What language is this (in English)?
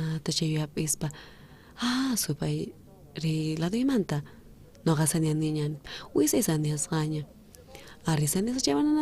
South Bolivian Quechua